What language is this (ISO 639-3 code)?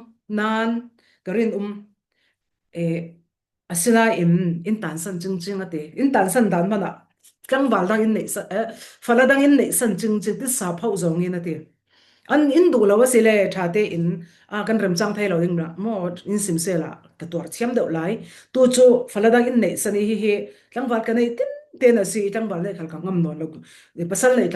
cfm